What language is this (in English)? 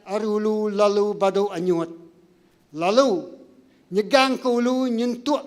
Iban